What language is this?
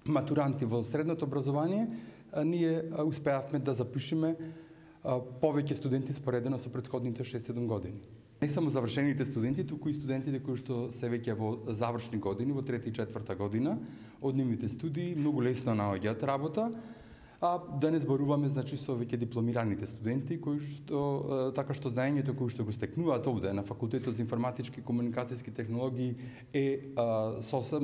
Macedonian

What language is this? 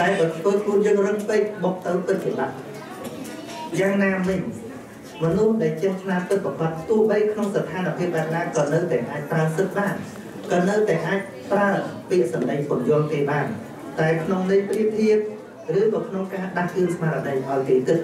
Khmer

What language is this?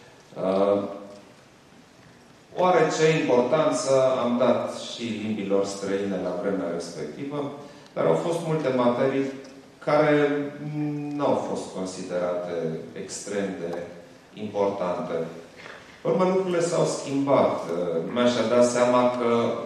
Romanian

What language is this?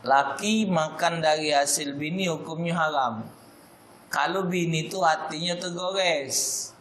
Musi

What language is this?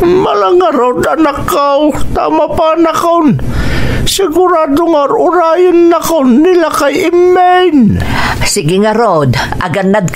Iloko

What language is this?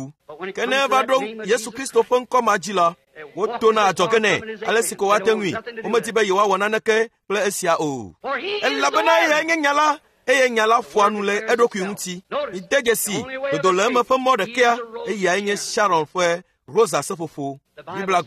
Ewe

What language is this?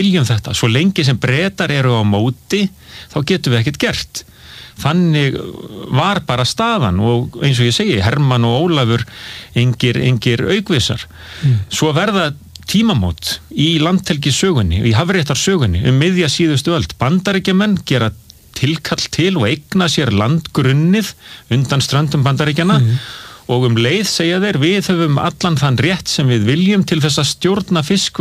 Icelandic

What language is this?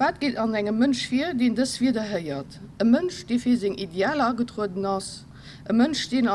Luxembourgish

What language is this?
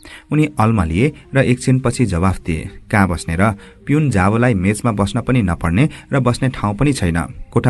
Nepali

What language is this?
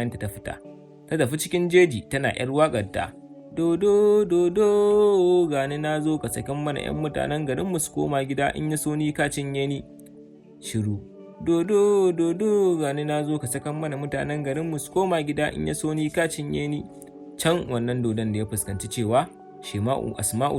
Hausa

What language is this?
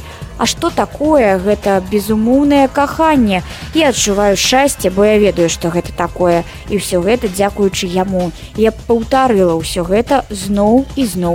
Belarusian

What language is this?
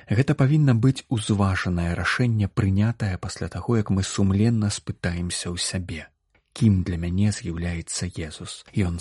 Belarusian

